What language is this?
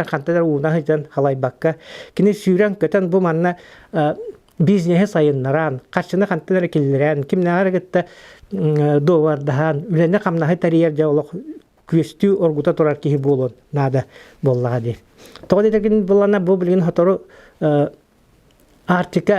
Yakut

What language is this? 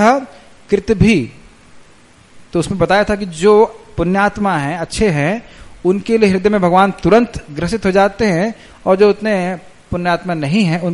Hindi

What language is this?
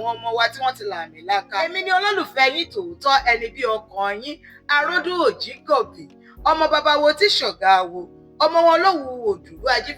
Yoruba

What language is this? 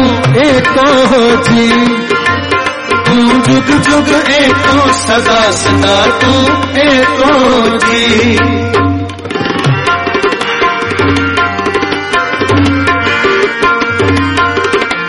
Punjabi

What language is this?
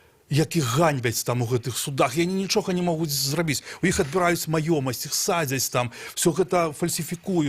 Belarusian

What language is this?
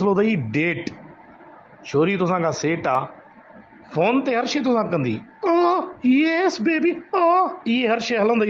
Sindhi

